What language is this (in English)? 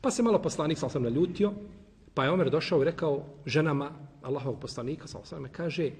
Bosnian